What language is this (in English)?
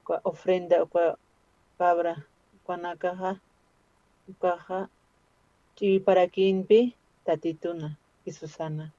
Aymara